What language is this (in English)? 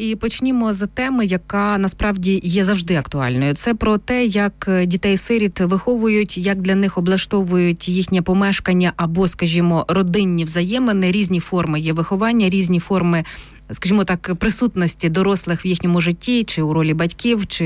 Ukrainian